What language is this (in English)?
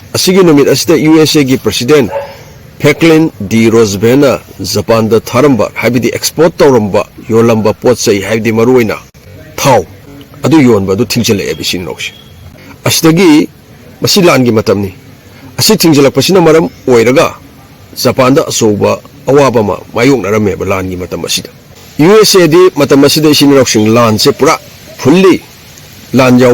Manipuri